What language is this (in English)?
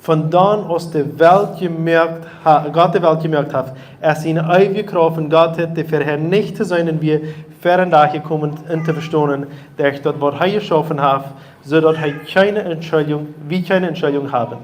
Plautdietsch